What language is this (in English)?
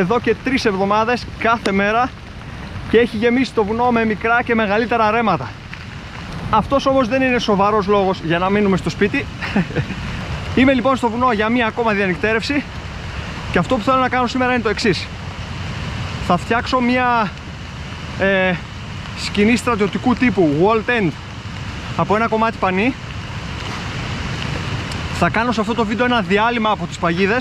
Greek